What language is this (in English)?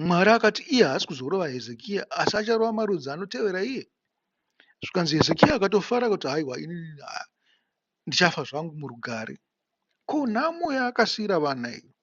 Shona